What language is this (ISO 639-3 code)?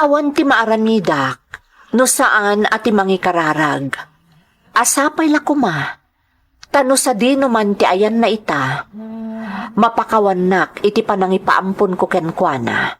ilo